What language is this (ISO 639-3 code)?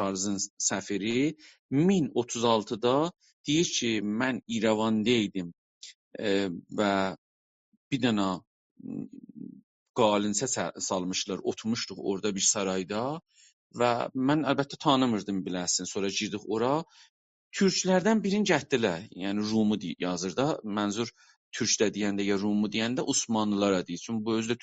azb